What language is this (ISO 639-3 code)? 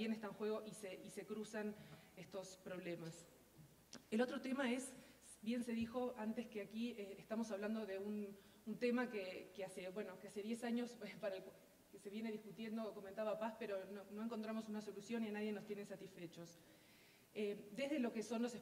spa